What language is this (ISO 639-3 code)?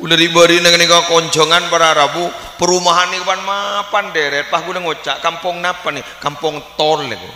mad